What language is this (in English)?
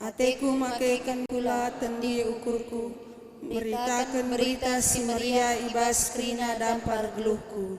Batak Karo